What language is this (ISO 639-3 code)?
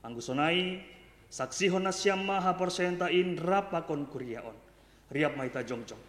bts